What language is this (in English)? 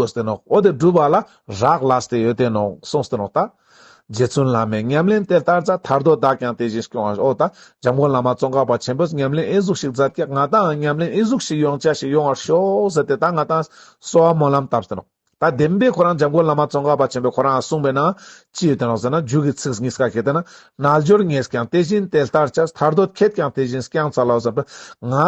Ladakhi